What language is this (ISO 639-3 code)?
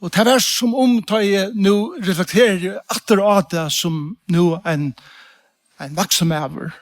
fao